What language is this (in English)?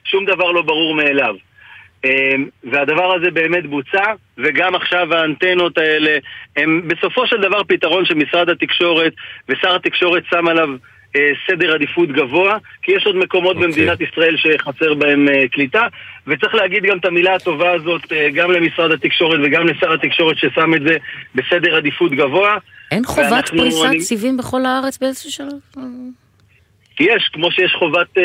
Hebrew